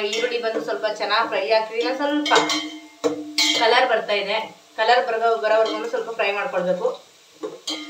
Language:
Kannada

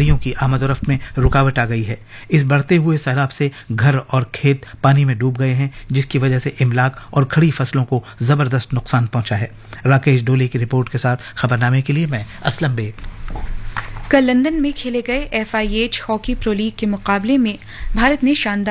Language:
Urdu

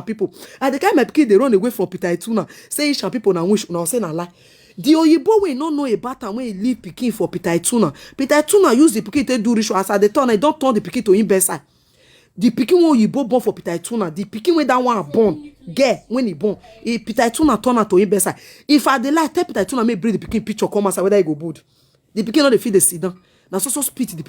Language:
Nigerian Pidgin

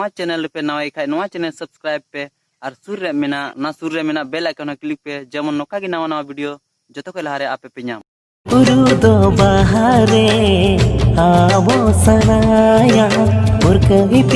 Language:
Santali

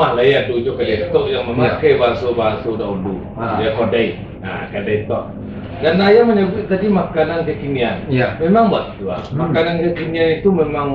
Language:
Minangkabau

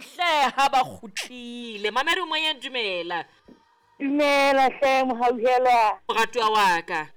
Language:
Southern Sotho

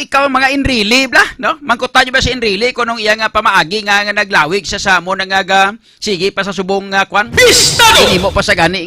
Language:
Hiligaynon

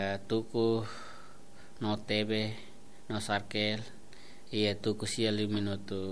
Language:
Tetum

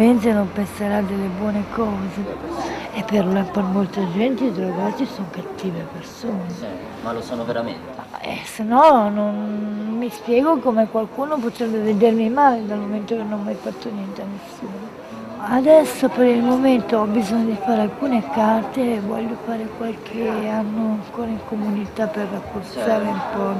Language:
Italian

